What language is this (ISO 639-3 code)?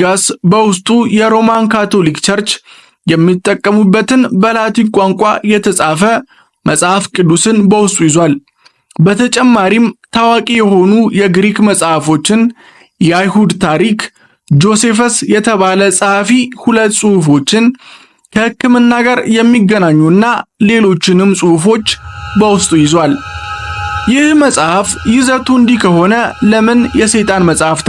amh